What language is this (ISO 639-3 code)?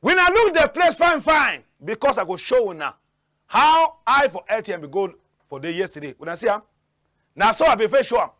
wes